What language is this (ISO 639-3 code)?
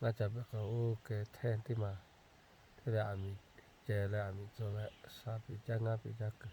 lhu